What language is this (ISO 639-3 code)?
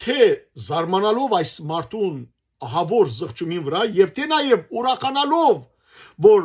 hyw